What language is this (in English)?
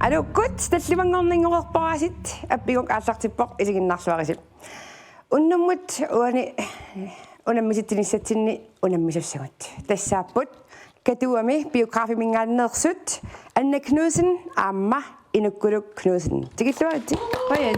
Kalaallisut